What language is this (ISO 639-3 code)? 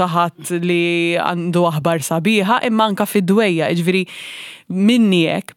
mlt